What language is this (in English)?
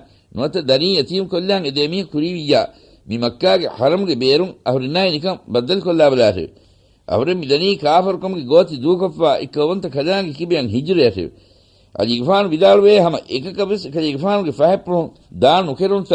Divehi